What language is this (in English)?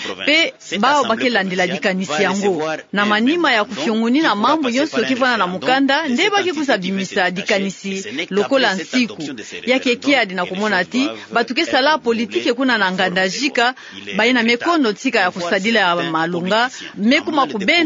Kituba (Democratic Republic of Congo)